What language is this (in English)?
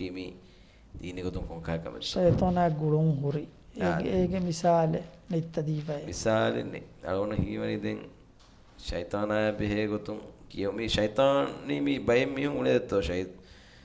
Divehi